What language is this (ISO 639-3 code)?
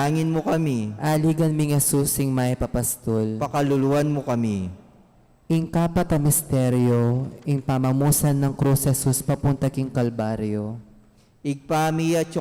pam